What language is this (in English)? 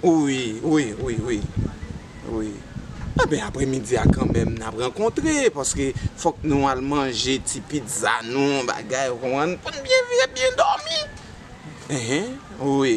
Haitian Creole